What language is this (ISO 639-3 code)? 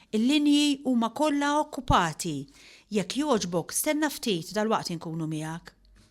mlt